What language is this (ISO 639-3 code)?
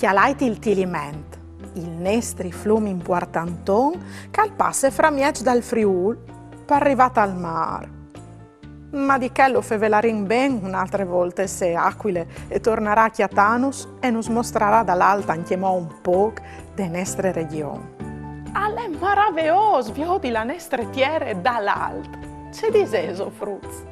fur